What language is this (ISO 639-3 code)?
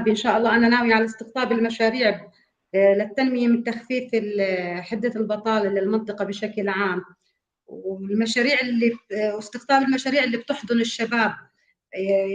apc